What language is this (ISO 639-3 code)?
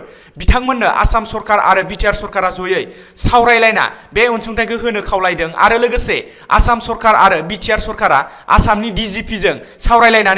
brx